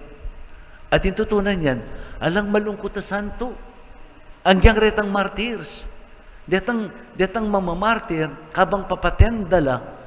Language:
Pampanga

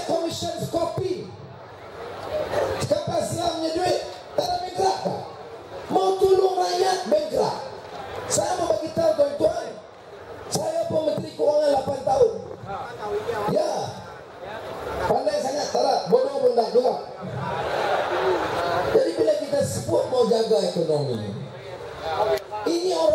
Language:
Malay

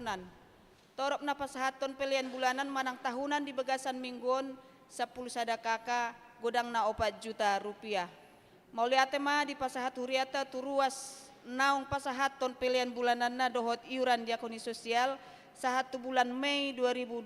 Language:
Batak Toba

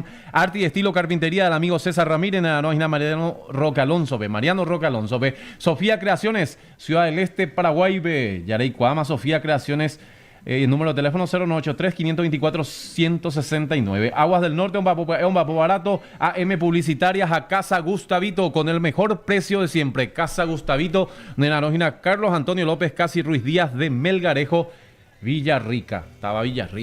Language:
Guarani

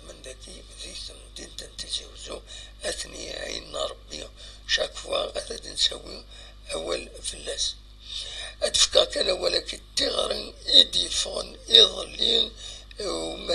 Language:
Kabyle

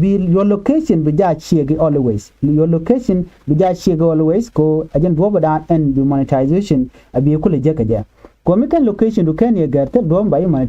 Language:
Nuer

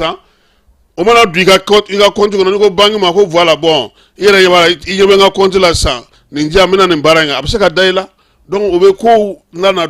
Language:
Bambara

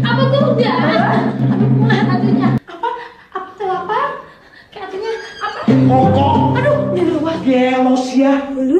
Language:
Sundanese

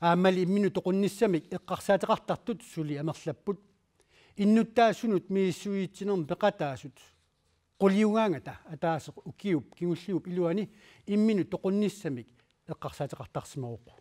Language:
Kalaallisut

